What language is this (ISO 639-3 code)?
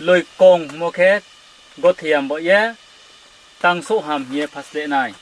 ria